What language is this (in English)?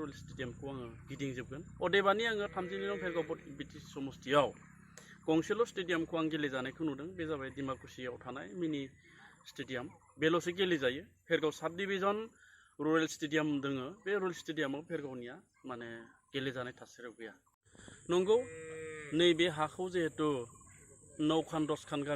Bodo